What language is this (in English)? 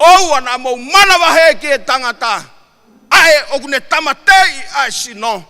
Tongan